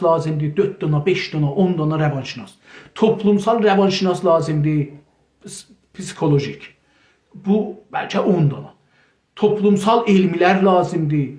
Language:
South Azerbaijani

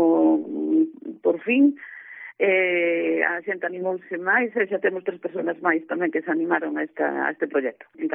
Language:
Galician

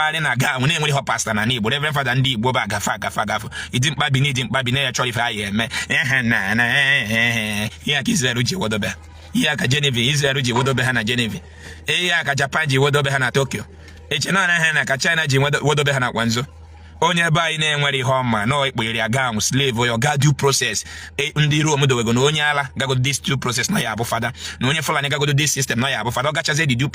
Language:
Igbo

